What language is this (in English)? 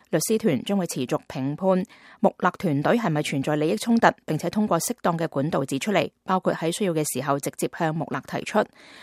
Cantonese